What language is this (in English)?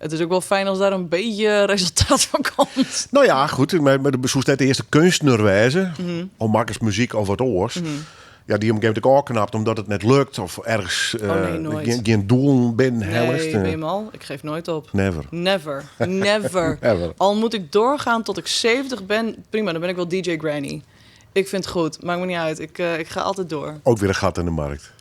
Western Frisian